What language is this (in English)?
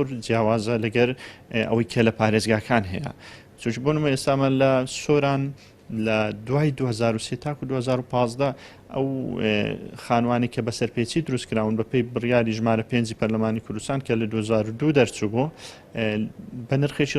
Central Kurdish